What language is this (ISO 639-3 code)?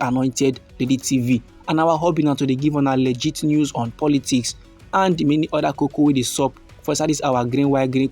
pcm